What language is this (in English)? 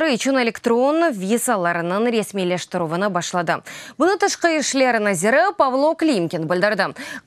Crimean Tatar